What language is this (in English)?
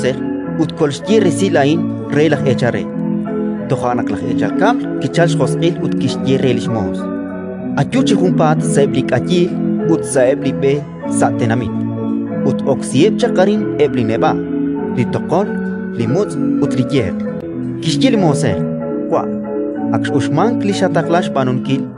Kekchí